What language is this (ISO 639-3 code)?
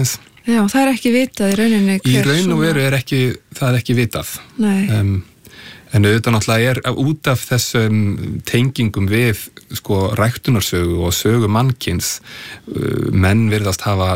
isl